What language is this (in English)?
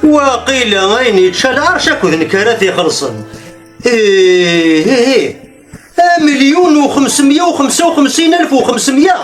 Kabyle